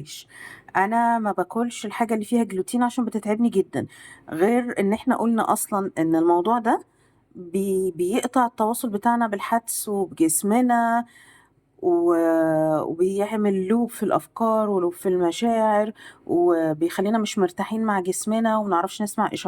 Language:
Egyptian Arabic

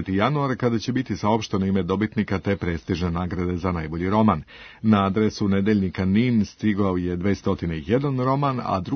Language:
Serbian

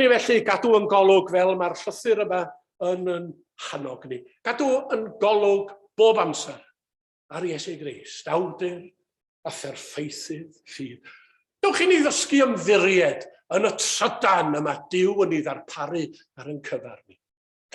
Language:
Welsh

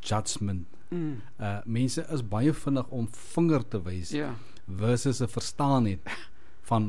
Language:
Afrikaans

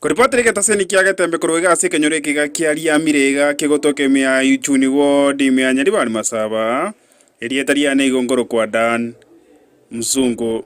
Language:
Gusii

